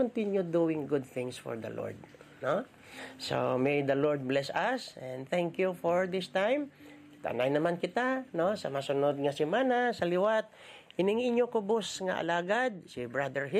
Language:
Hiligaynon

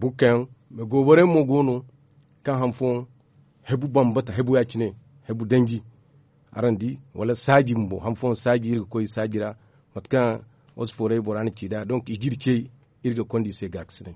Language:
Zarma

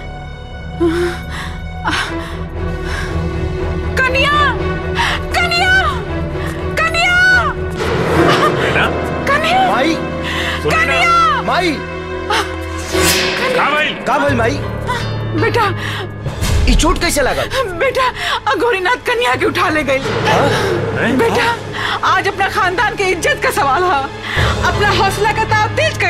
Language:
Bhojpuri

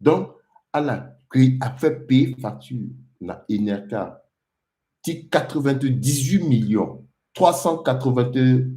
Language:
Sango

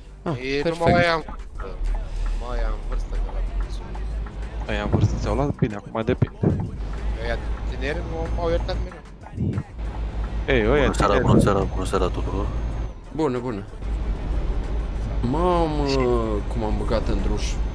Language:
Romanian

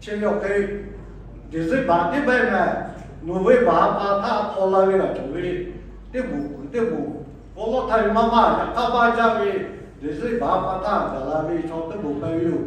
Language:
Lahu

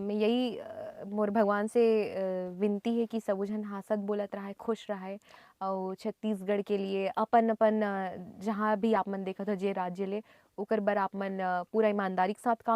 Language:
Chhattisgarhi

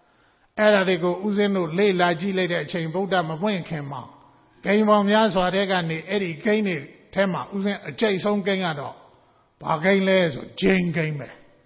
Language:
Burmese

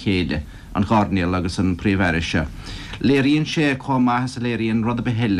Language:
Irish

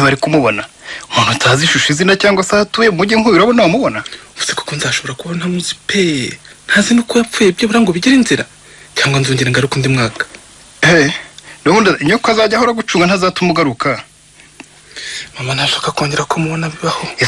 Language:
Kinyarwanda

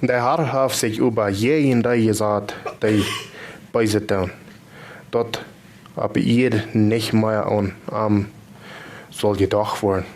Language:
Plautdietsch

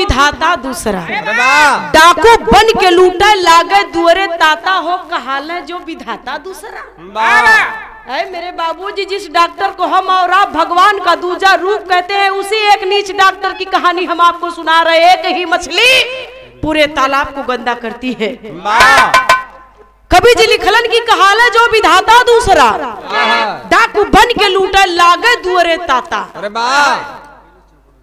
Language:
Bhojpuri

